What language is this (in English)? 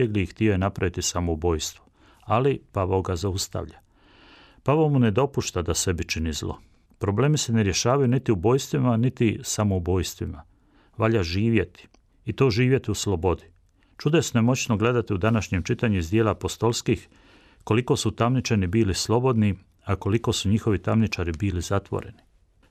Croatian